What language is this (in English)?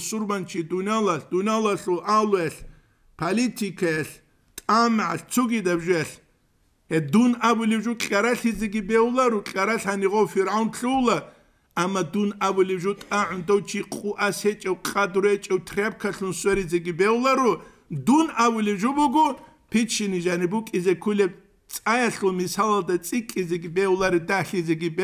Avaric